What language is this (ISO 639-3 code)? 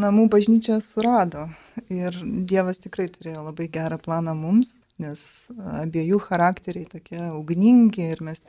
lit